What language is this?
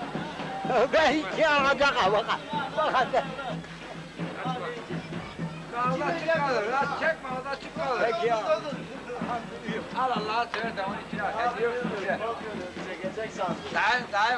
Turkish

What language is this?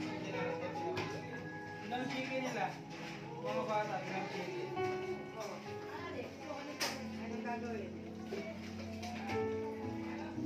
Filipino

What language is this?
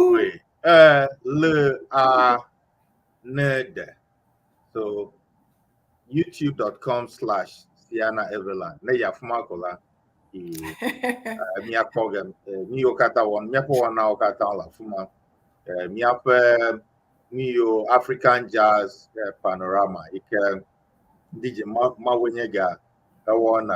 Ewe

